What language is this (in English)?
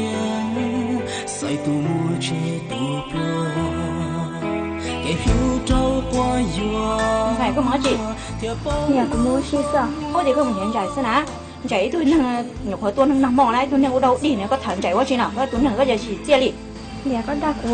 Hmong